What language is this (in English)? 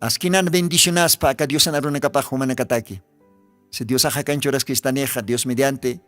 Aymara